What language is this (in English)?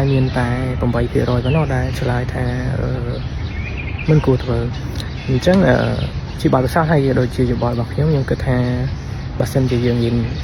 Khmer